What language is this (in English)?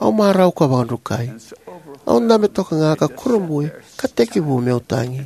Fijian